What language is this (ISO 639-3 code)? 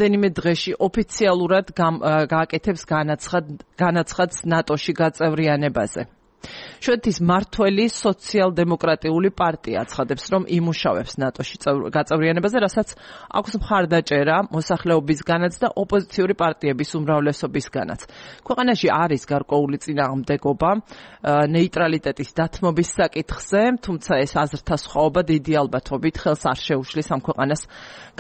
kat